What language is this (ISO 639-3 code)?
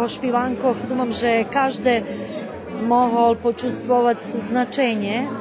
rue